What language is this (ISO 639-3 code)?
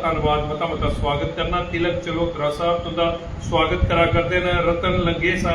doi